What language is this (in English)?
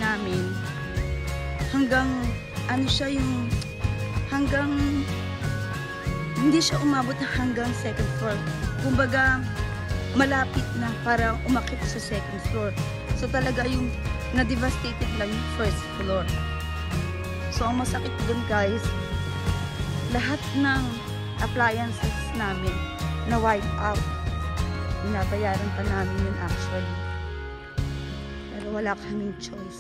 Filipino